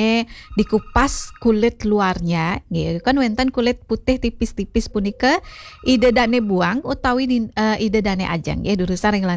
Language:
Balinese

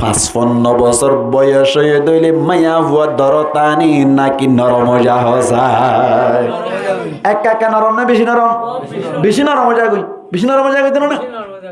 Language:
Rohingya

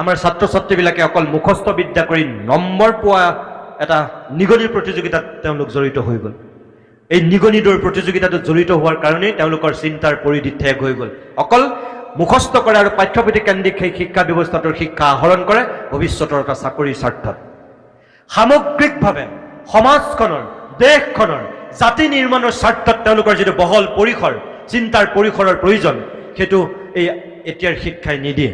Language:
Assamese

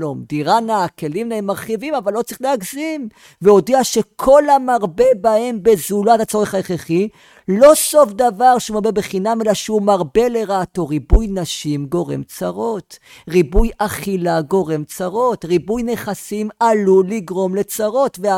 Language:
Hebrew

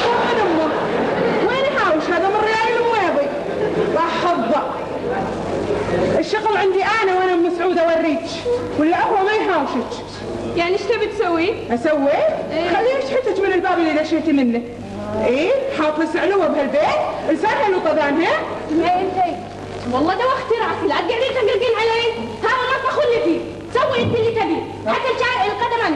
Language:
Gulf Arabic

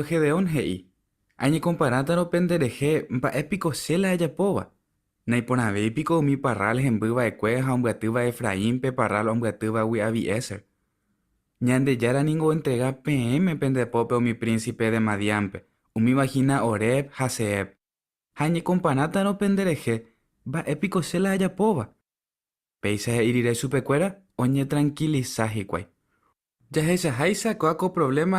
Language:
Guarani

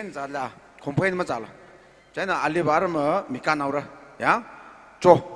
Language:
Tangkhul Naga (India)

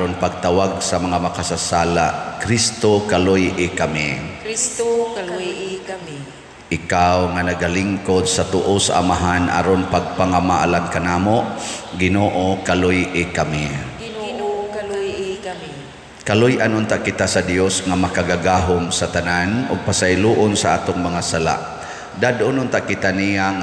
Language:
Cebuano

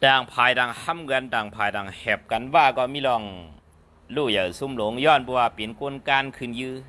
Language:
Shan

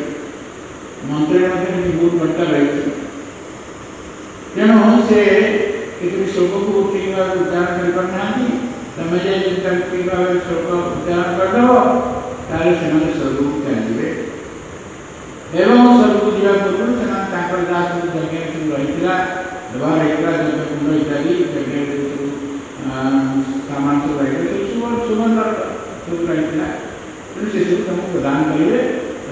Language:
Odia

